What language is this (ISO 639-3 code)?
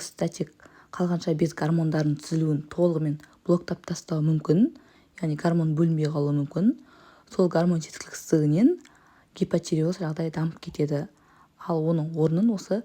kaz